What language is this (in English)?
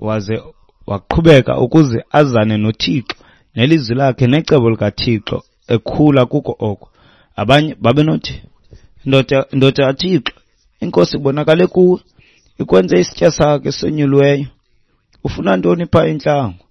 Xhosa